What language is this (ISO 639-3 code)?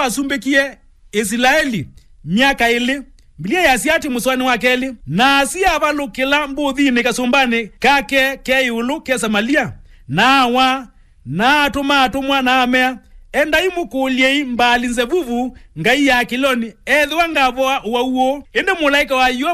kam